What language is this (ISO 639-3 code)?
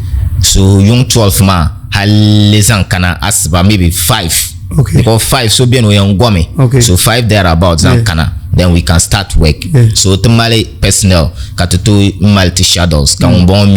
dag